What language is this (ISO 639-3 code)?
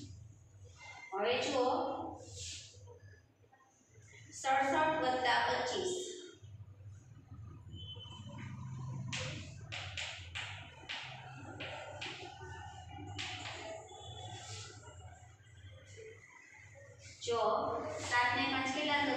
guj